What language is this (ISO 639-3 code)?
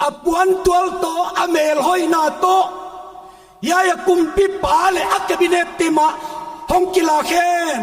pck